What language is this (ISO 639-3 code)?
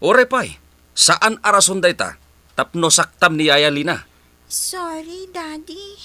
ilo